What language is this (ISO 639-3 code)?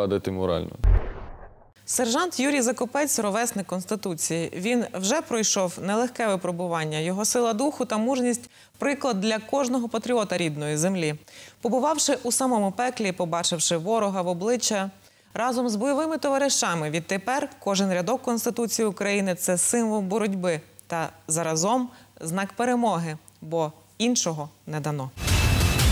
ukr